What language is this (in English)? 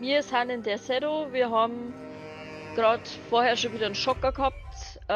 Bavarian